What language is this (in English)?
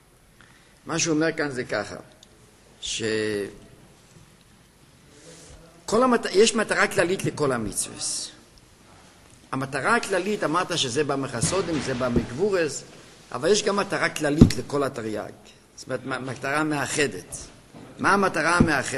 Hebrew